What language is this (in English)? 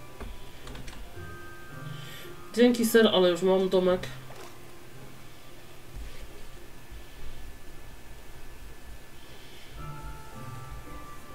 Polish